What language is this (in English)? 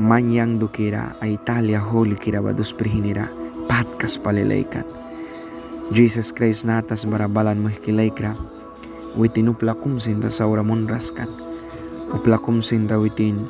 Mískito